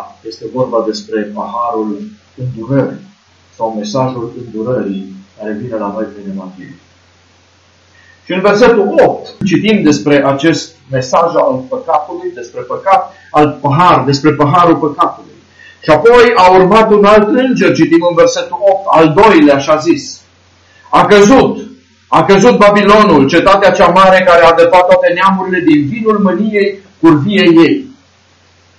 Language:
Romanian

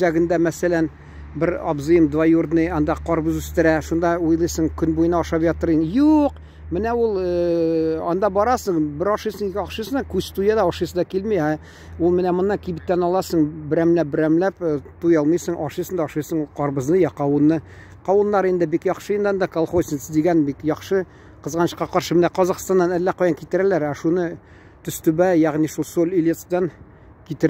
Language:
Tatar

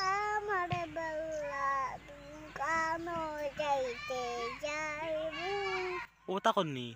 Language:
Sylheti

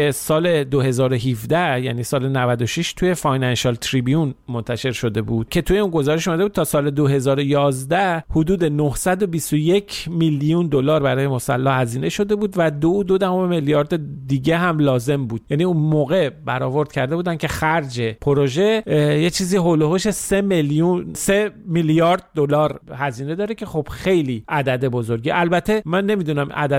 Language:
Persian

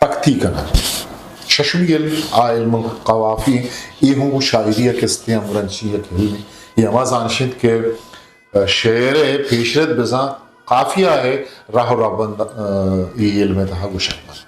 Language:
Eastern Balochi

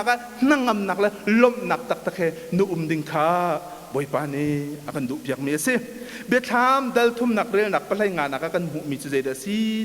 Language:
Hakha Chin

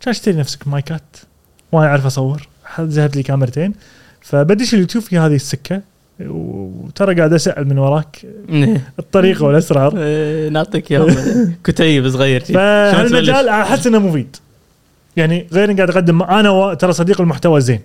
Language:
Gulf Arabic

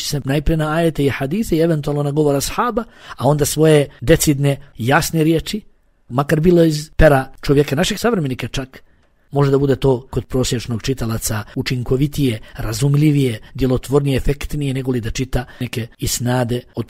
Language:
Bosnian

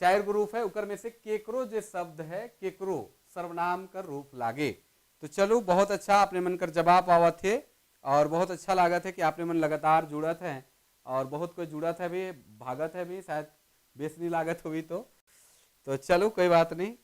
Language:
Sadri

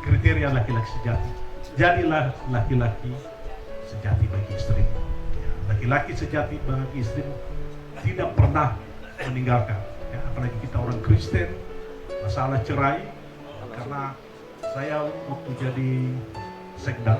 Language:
Nias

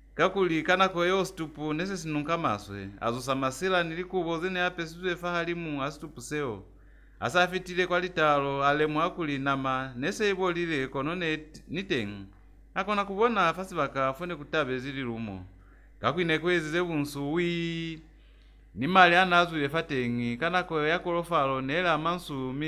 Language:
Lozi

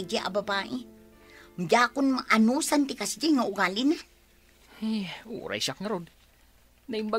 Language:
Iloko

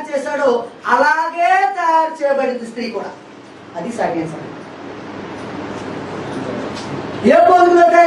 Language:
Telugu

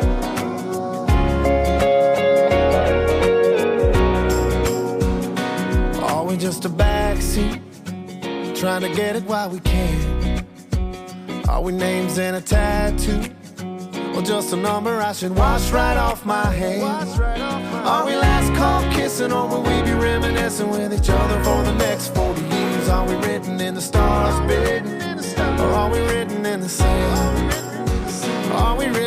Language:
English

